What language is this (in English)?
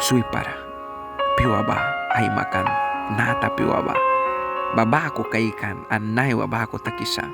Mískito